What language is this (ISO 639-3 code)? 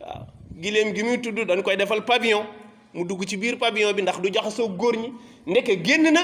wol